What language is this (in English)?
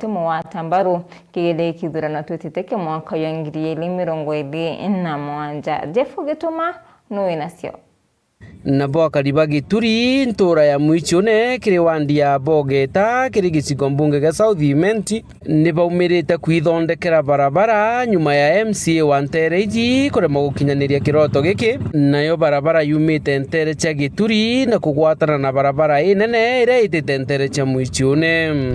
Meru